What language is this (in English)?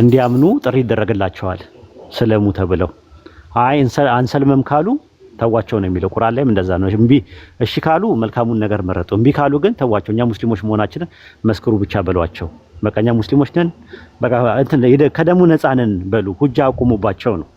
Amharic